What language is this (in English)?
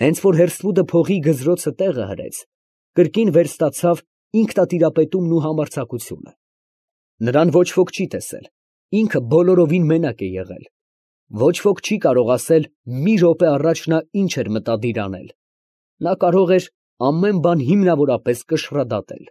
Armenian